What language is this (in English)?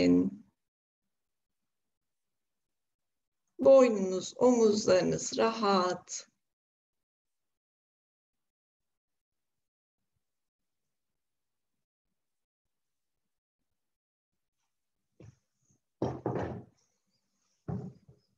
Turkish